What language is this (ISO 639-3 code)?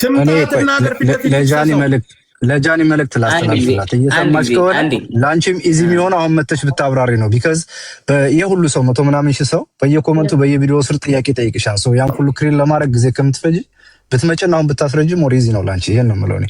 amh